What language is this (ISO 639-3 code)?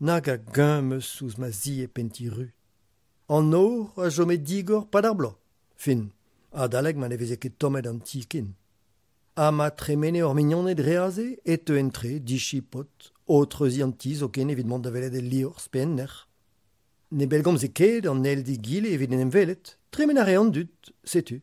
bre